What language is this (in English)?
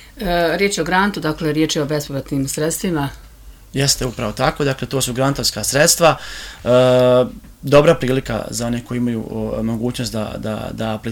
Serbian